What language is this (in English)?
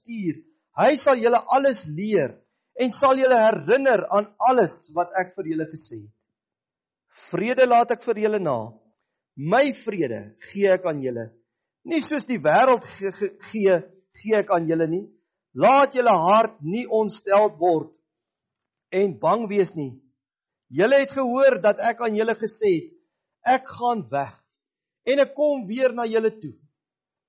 Afrikaans